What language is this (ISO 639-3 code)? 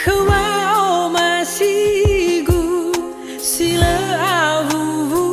nia